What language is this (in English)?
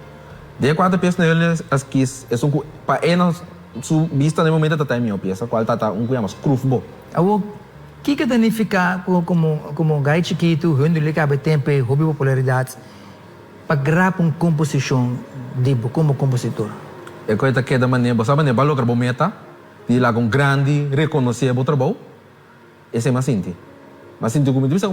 Papiamento